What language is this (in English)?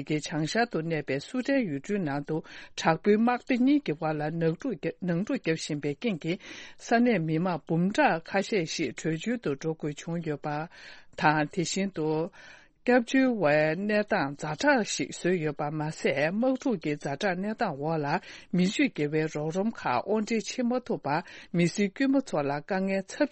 Tibetan